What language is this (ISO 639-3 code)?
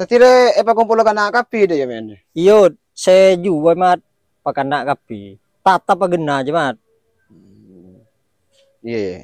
mad